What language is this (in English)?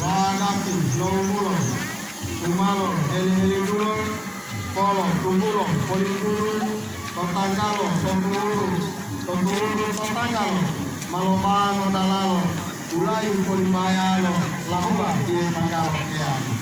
Gorontalo